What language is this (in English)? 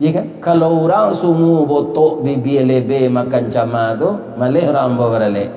Minangkabau